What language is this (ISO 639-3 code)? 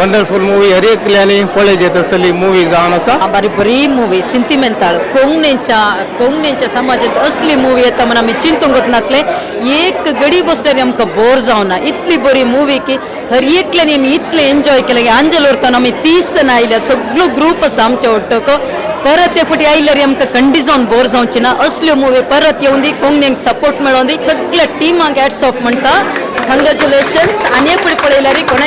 kok